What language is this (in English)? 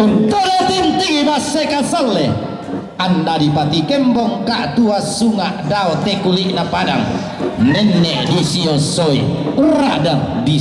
Toraja-Sa'dan